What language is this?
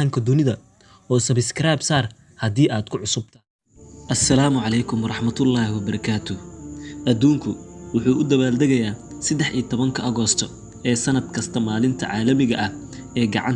Somali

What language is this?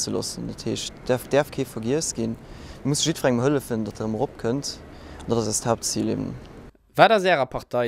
Luxembourgish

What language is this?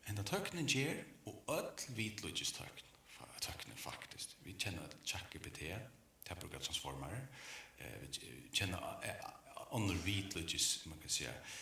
Faroese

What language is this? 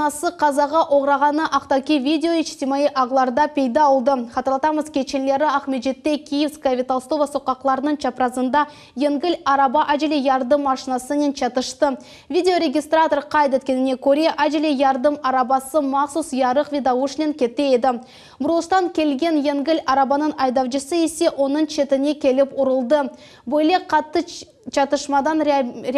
Crimean Tatar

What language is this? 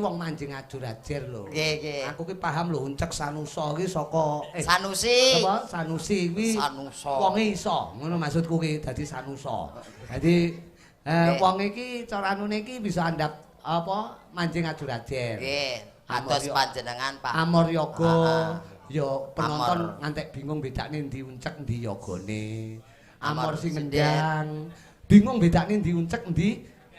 Javanese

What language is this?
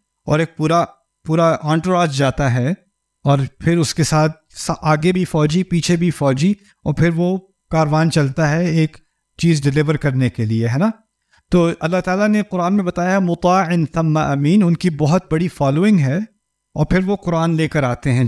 Urdu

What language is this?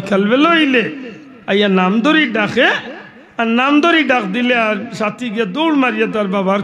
Sylheti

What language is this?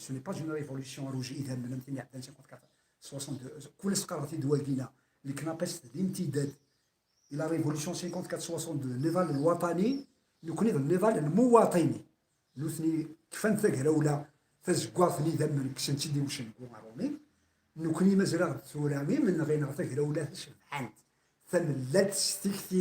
Kabyle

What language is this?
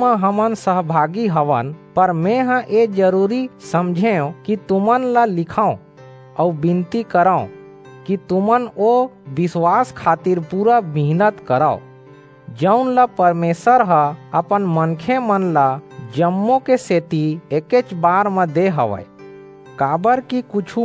Chhattisgarhi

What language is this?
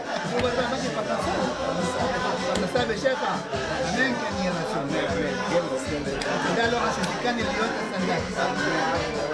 Hebrew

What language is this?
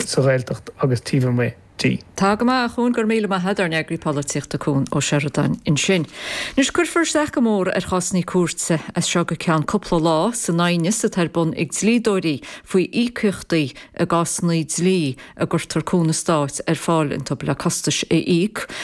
Irish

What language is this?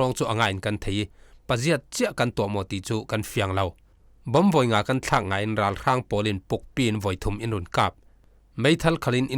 Falam Chin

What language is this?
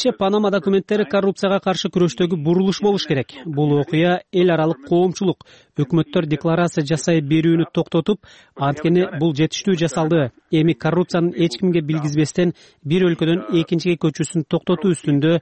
Kyrgyz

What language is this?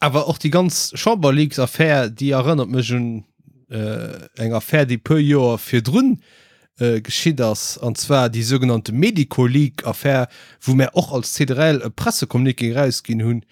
Luxembourgish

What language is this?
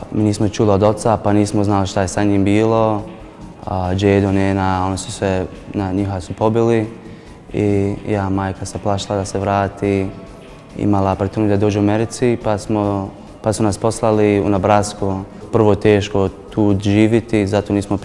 Bosnian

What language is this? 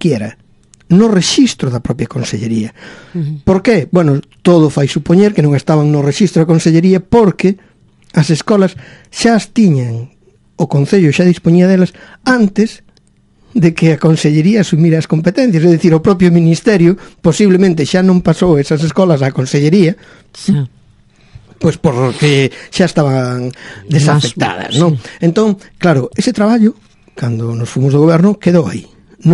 Galician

